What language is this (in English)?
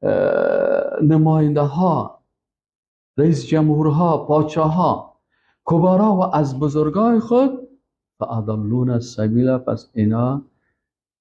Persian